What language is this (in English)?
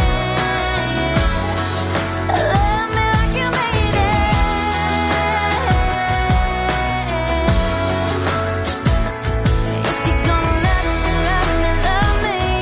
English